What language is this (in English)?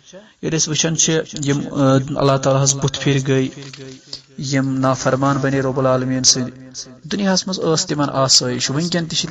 Kashmiri